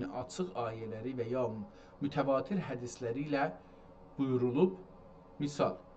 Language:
South Azerbaijani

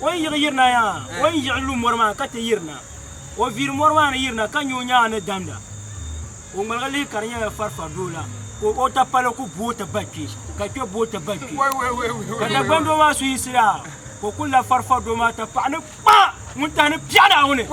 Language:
Dagbani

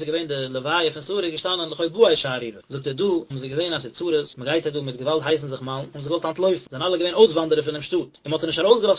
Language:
Yiddish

